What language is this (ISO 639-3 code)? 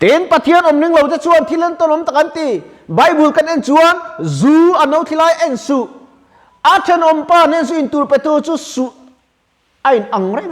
lus